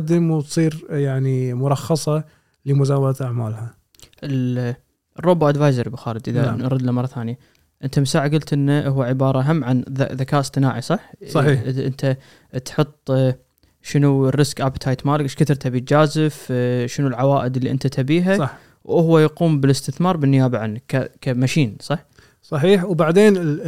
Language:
Gulf Arabic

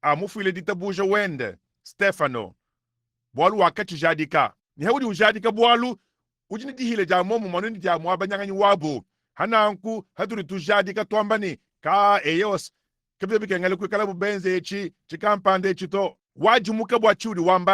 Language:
Luba-Lulua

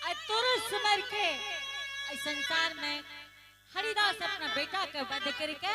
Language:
Angika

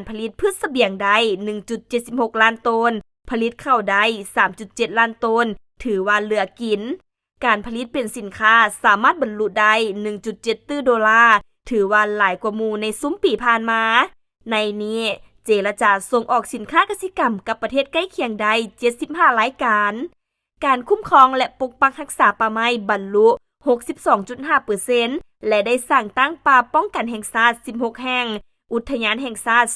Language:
Lao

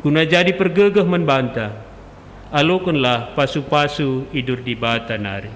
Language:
Batak Karo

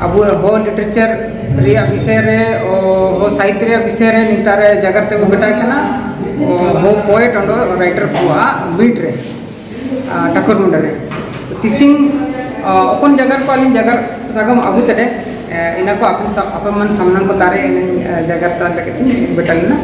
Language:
Santali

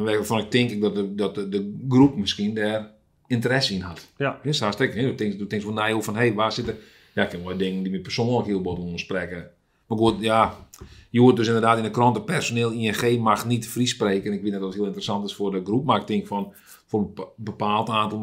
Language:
Western Frisian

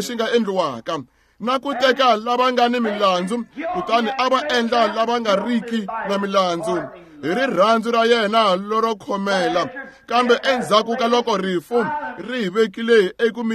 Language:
Tsonga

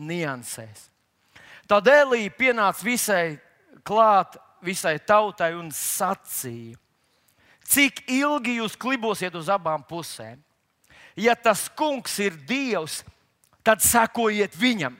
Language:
Latvian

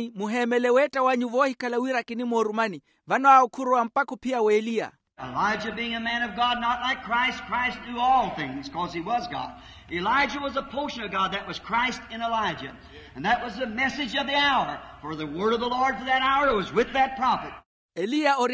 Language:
Makhuwa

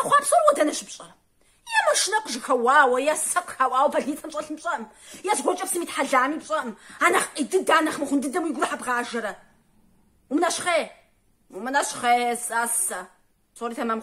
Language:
Kabardian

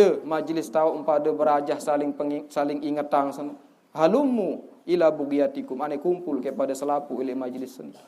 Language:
Sasak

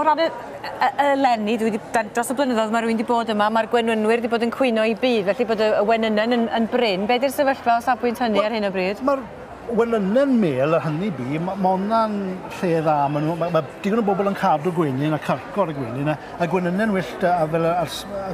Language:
Welsh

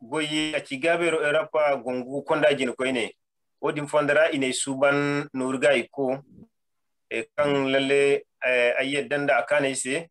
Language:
Zarma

